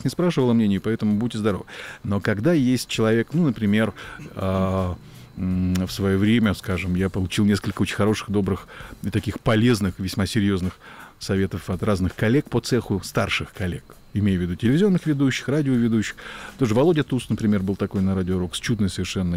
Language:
Russian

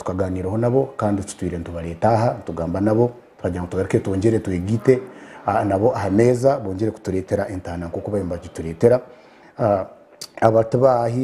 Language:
Nyankole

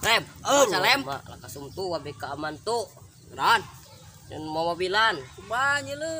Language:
Sundanese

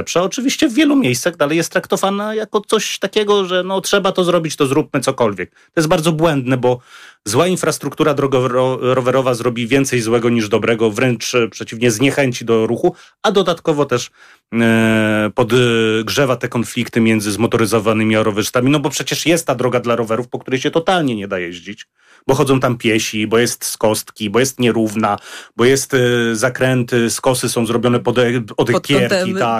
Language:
Polish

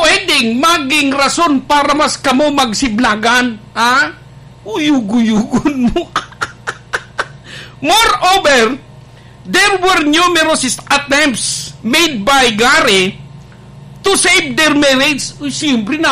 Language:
Bikol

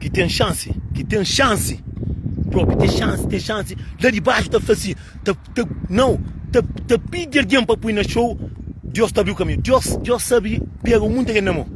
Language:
Kabuverdianu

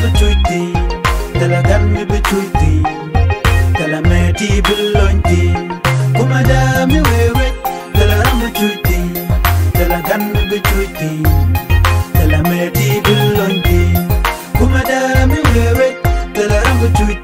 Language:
Nuer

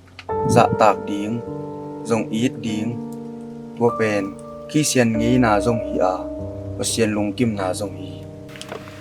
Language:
Tedim Chin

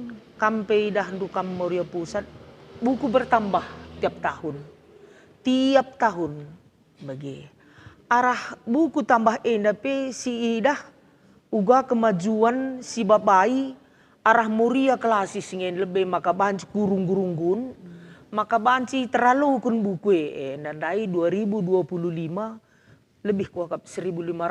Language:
Batak Karo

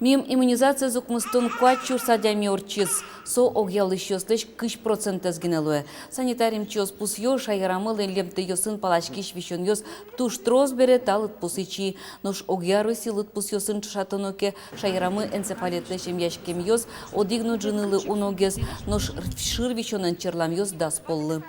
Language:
Udmurt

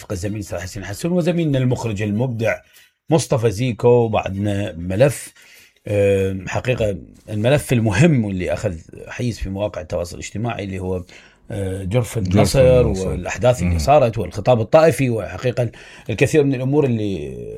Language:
Mesopotamian Arabic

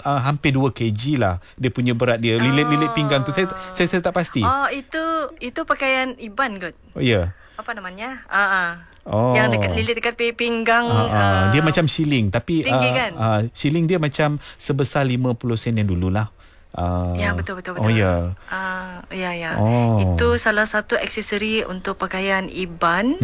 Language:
Malay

